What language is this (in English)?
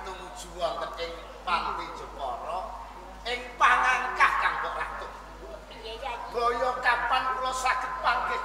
Javanese